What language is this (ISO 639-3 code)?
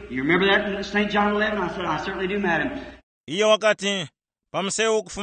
tum